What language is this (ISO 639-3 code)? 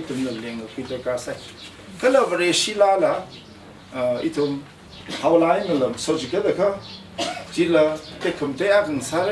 nmf